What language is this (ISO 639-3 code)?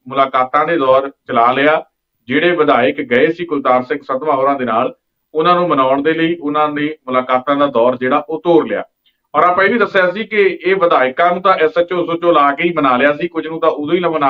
pan